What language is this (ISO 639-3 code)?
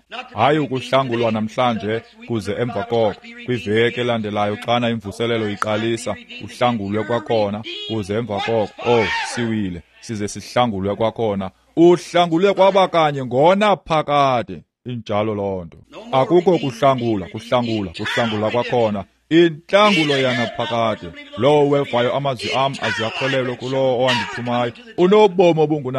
xho